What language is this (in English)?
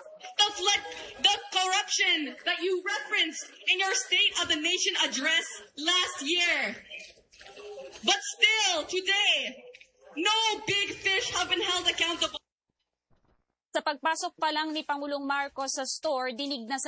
Filipino